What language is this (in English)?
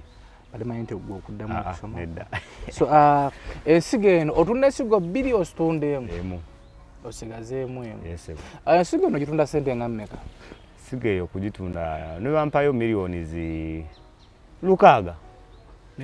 Ganda